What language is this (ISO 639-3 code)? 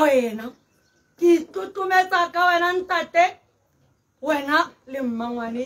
tsn